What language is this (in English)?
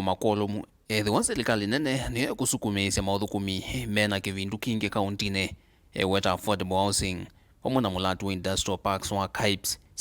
Kamba